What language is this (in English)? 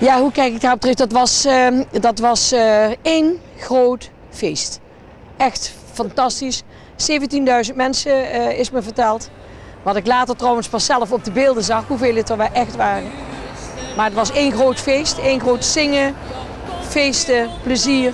Limburgish